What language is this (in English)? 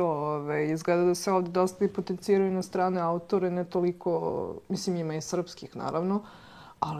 Serbian